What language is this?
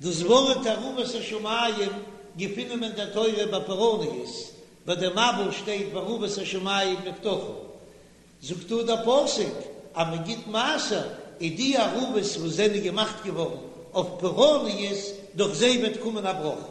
Yiddish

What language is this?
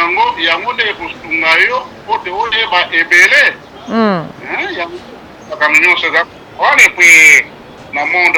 Lingala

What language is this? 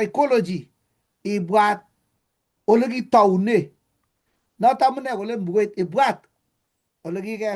Kalenjin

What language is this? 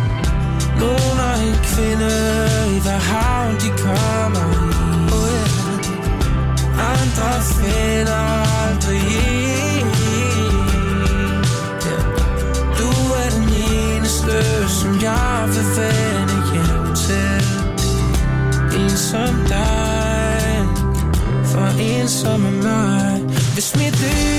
Danish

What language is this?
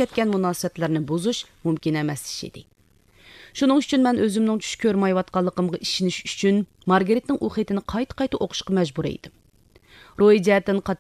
Uyghur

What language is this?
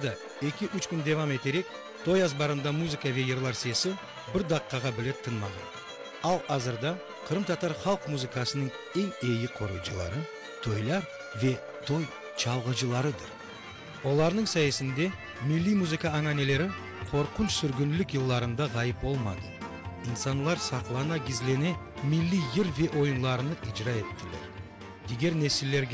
Crimean Tatar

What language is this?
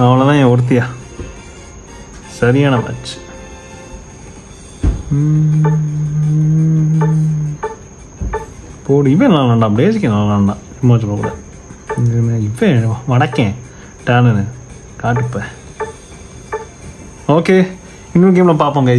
Tamil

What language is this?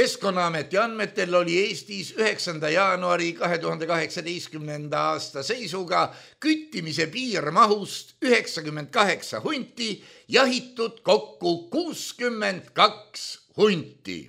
Estonian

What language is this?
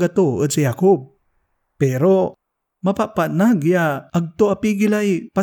Pangasinan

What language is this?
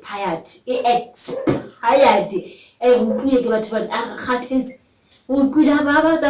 Southern Sotho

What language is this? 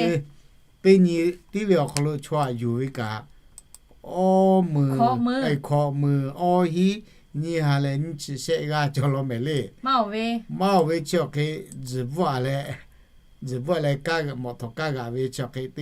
Lahu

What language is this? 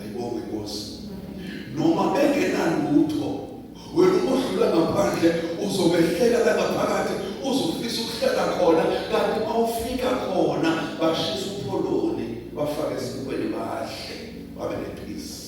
Zulu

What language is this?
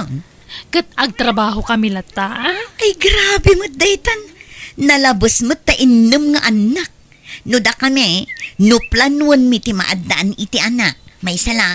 Iloko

